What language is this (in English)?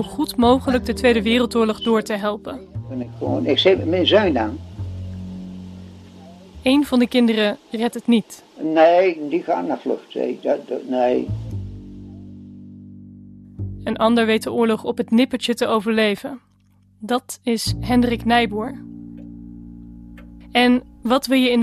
Dutch